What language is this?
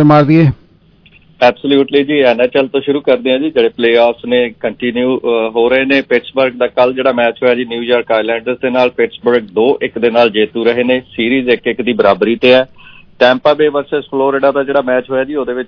Punjabi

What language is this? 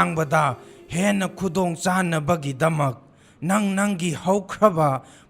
Manipuri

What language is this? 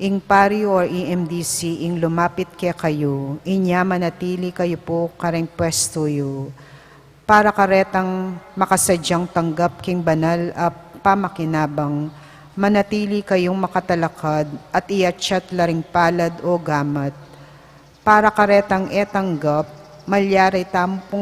Pampanga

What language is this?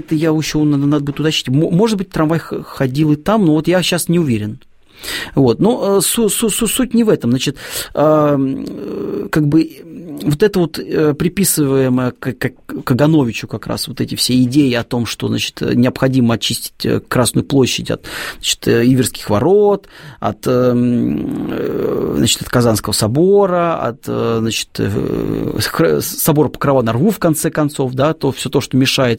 Russian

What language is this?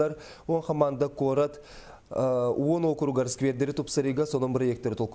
Yakut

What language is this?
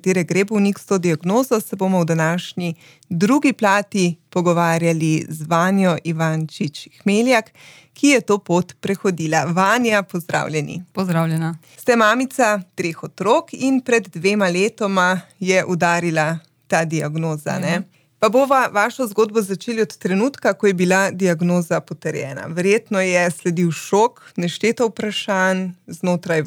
Slovenian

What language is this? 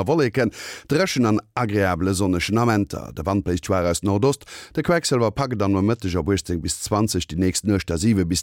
Luxembourgish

